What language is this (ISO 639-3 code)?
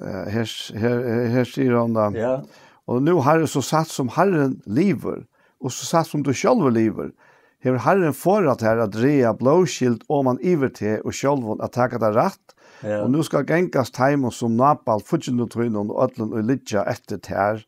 fao